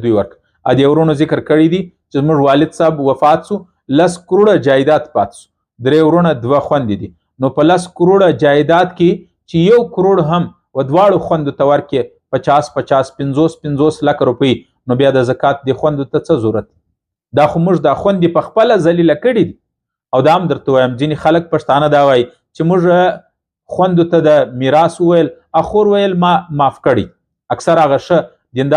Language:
Pashto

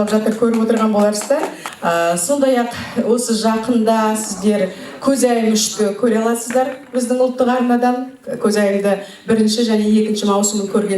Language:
Kazakh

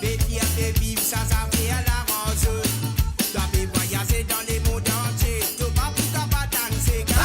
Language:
Morisyen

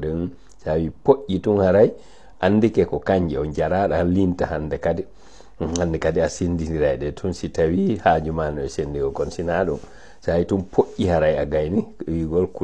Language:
Fula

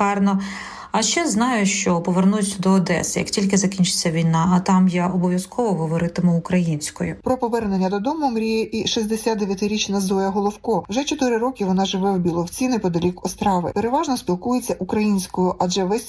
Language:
Ukrainian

